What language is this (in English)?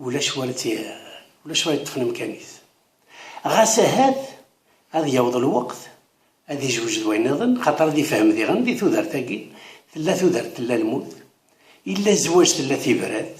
Kabyle